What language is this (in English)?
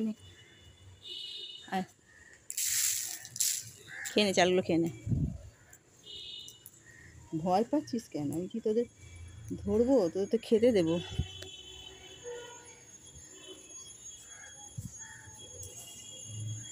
Bangla